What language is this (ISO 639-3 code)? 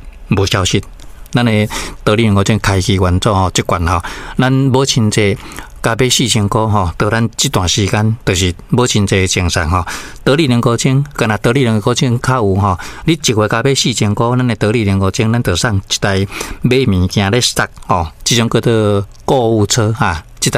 nan